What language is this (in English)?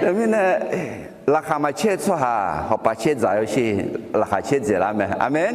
Akha